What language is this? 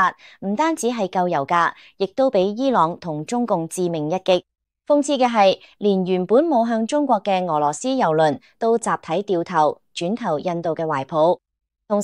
Cantonese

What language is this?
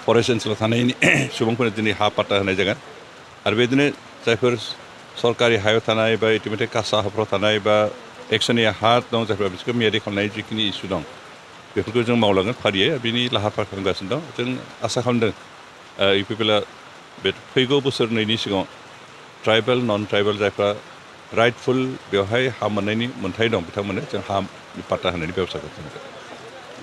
Bodo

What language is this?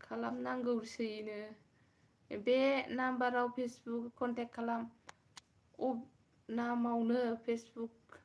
Bodo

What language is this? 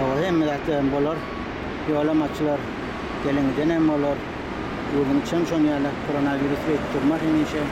Turkmen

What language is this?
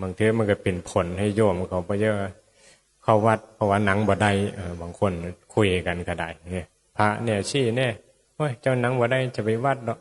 Northeastern Thai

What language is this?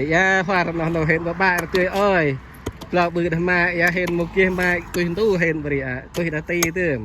Central Mnong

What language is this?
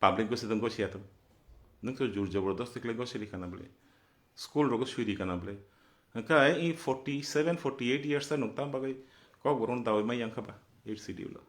Kok Borok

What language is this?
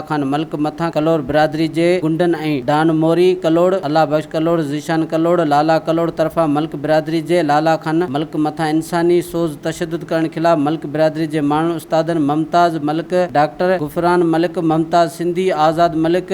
Sindhi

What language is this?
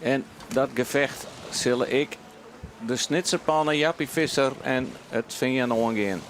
Western Frisian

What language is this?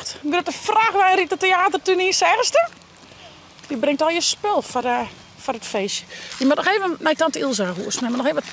Western Frisian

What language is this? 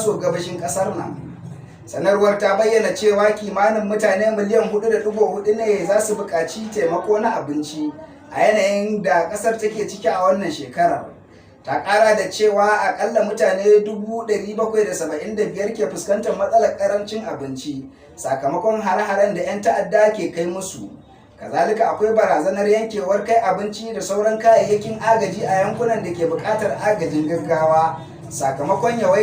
Hausa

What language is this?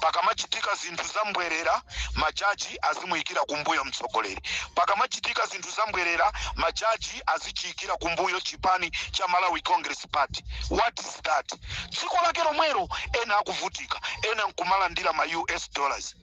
Nyanja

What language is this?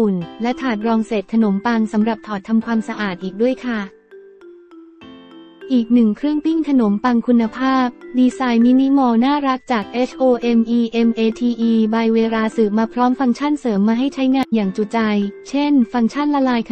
Thai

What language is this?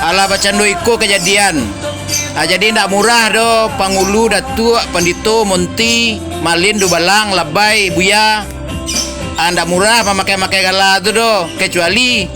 Minangkabau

